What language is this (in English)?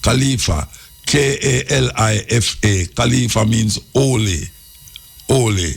Jamaican Creole English